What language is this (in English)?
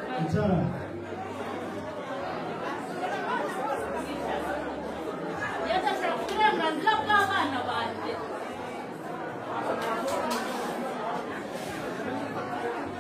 Kinyarwanda